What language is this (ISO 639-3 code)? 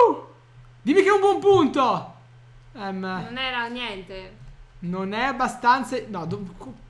ita